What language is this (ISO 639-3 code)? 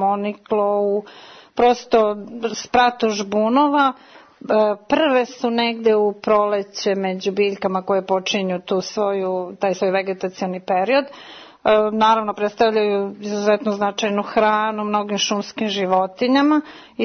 srp